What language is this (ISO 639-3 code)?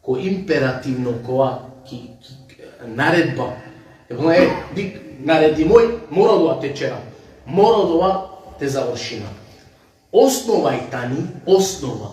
rmn